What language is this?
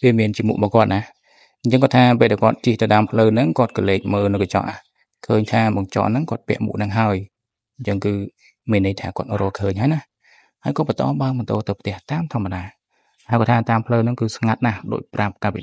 Khmer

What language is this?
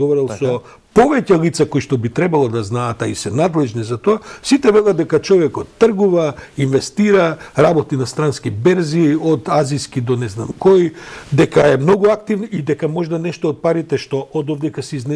Macedonian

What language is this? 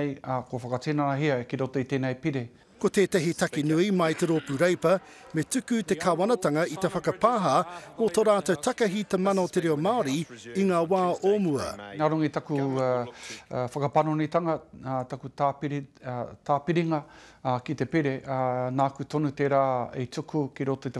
Māori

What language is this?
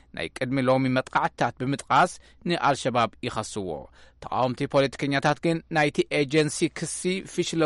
Tigrinya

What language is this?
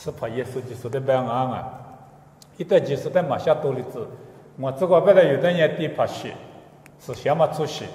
Lisu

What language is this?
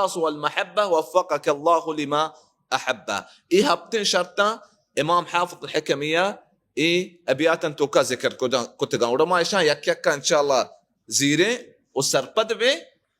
Baluchi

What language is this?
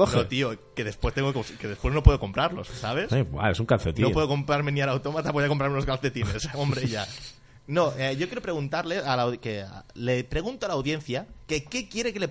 Spanish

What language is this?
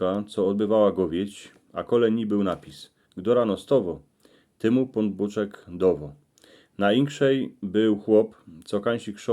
Silesian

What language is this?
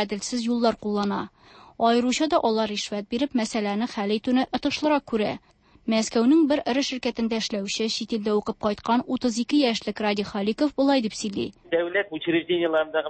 Tatar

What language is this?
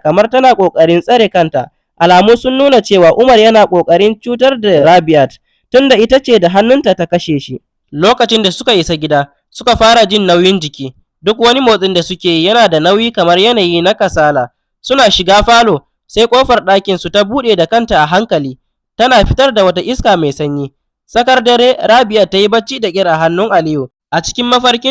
Hausa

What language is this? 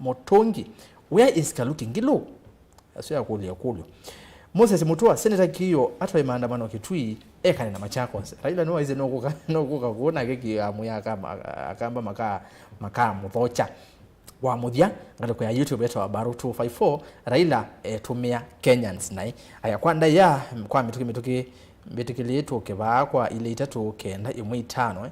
Kamba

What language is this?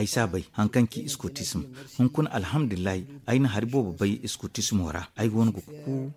Zarma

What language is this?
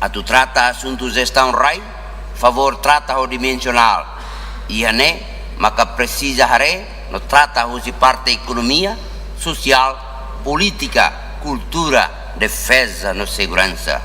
Tetum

